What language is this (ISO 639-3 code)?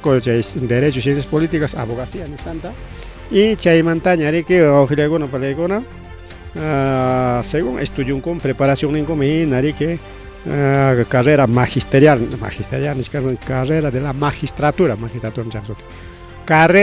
quy